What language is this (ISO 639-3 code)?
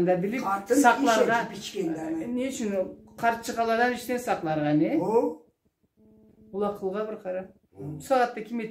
krc